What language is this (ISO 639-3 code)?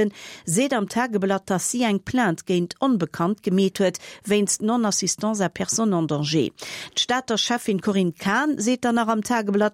ltz